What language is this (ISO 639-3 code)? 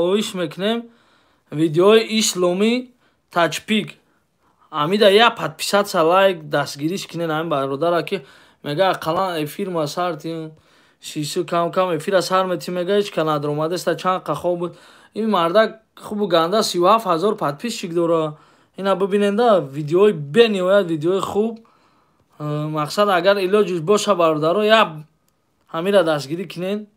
tgk